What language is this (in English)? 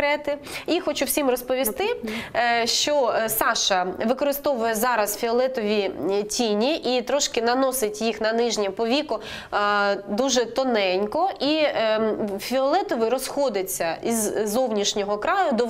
Ukrainian